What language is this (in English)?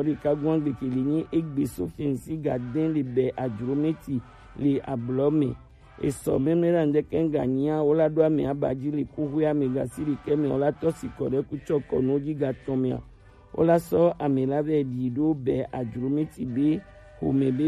Gen